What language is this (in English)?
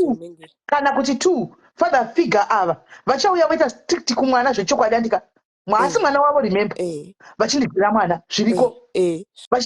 Shona